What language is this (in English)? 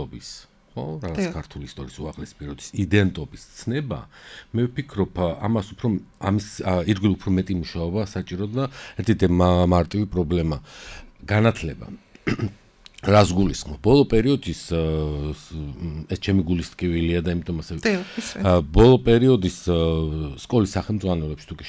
Georgian